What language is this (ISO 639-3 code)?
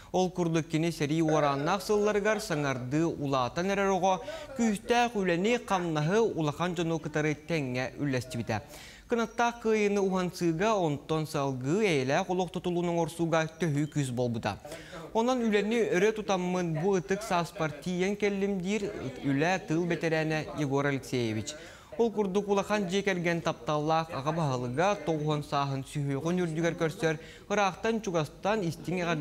sah